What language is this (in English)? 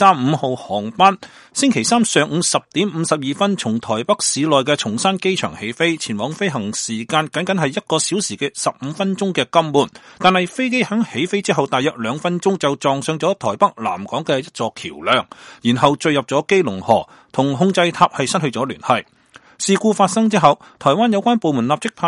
Cantonese